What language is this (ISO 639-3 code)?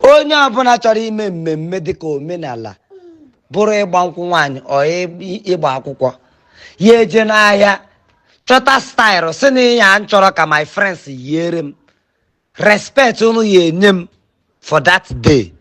ibo